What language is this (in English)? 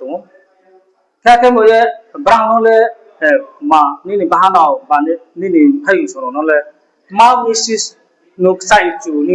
Riang (India)